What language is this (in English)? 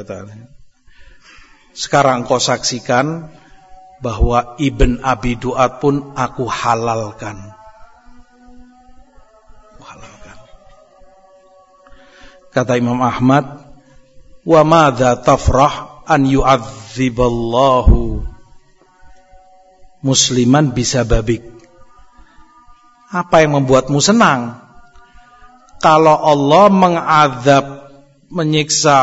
Indonesian